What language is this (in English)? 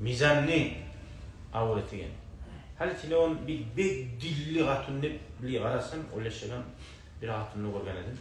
Kumyk